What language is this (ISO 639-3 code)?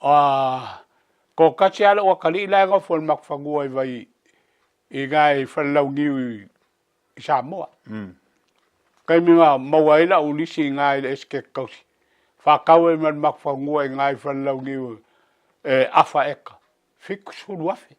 smo